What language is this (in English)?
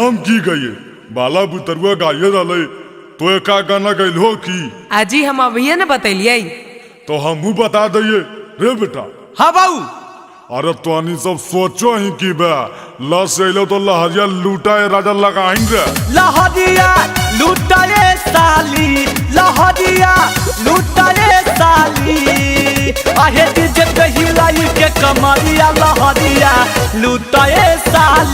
Magahi